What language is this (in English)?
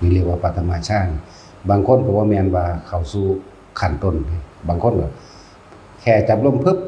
Northeastern Thai